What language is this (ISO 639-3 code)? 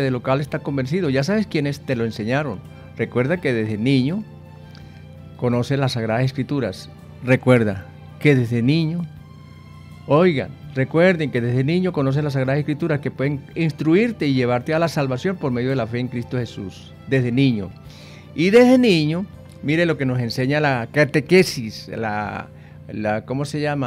spa